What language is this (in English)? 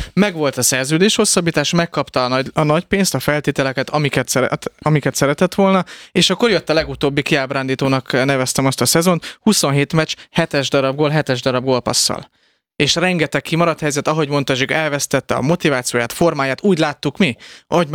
Hungarian